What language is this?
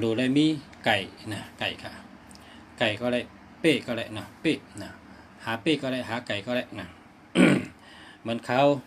Shan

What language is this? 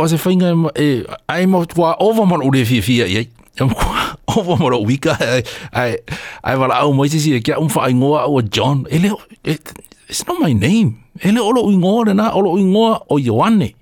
Samoan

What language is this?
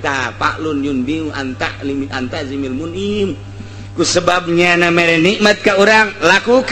Sundanese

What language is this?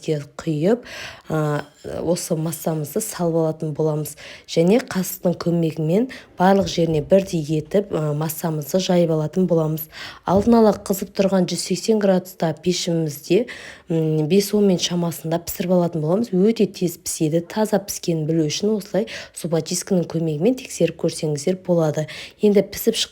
Kazakh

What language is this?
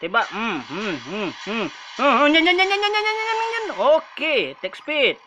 Minangkabau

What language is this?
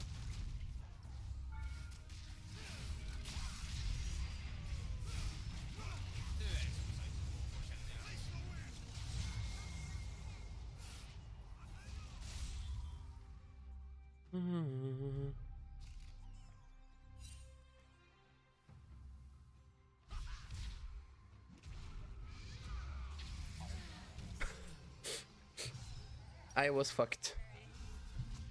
Swedish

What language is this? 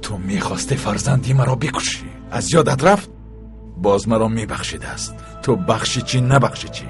Tajik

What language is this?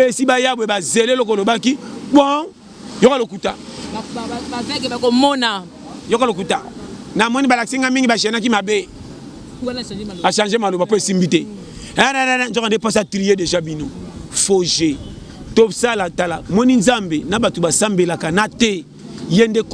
Lingala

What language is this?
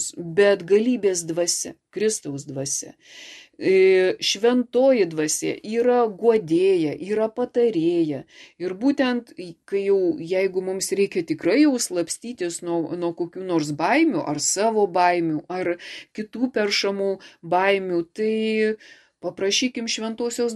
Lithuanian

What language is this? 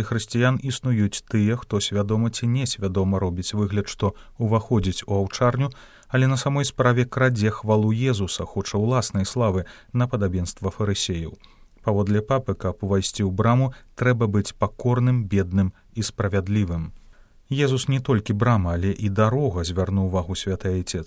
Belarusian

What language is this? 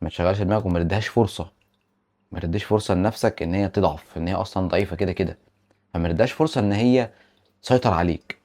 Egyptian Arabic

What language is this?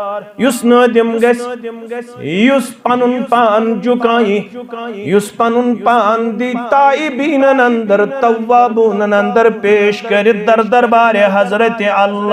Kashmiri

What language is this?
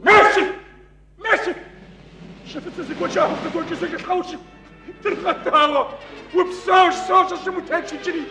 Kabardian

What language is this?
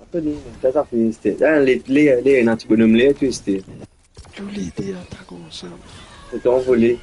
Morisyen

